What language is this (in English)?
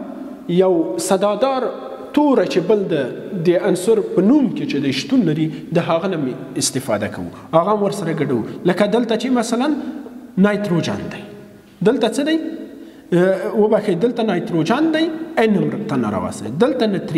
Pashto